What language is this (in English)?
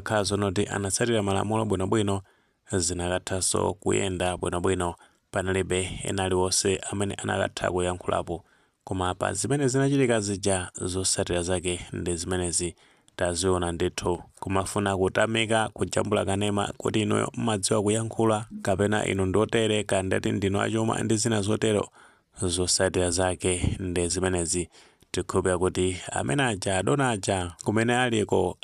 Nyanja